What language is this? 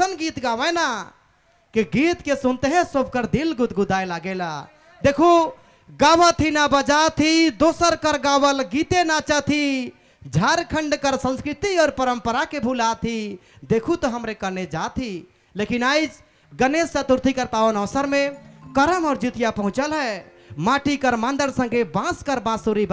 Sadri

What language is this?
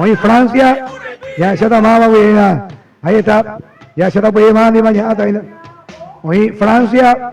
Guarani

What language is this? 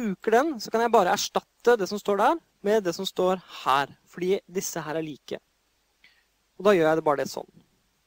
Norwegian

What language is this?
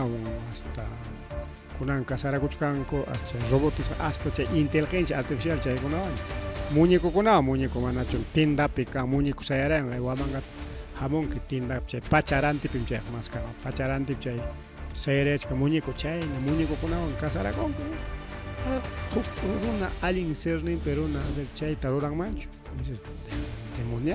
Ayacucho Quechua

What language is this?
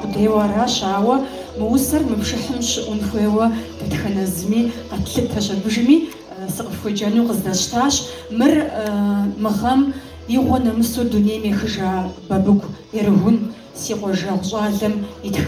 Kabardian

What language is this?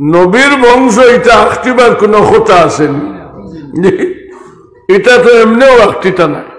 Sylheti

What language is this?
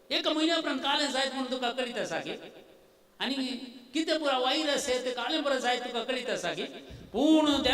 Konkani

